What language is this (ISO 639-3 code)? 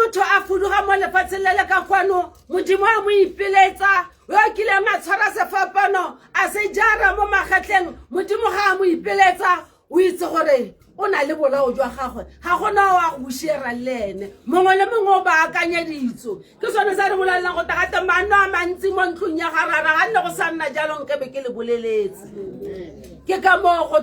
tsn